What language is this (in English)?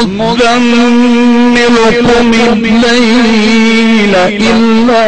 Saraiki